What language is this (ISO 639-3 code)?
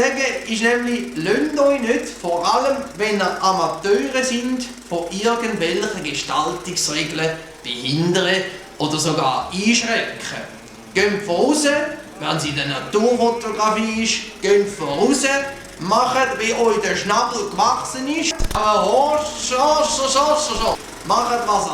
gsw